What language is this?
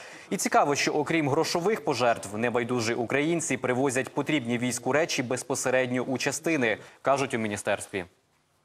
Ukrainian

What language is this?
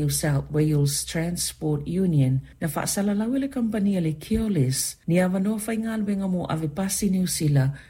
Samoan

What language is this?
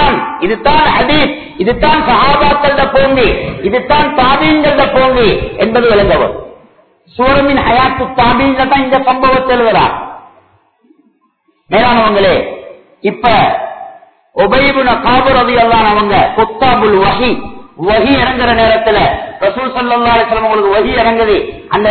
Tamil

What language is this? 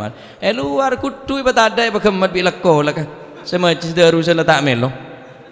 Madurese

